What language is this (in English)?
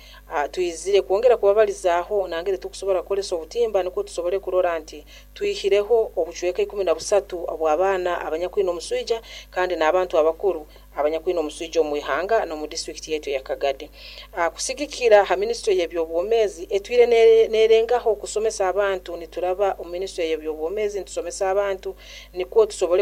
Nyoro